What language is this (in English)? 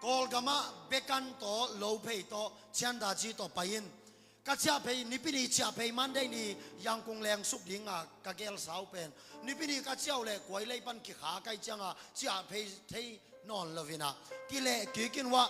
Tedim Chin